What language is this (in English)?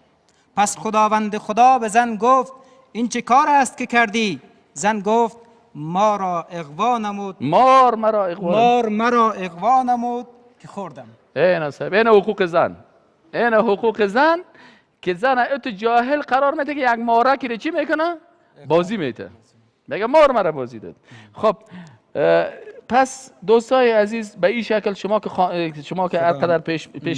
Persian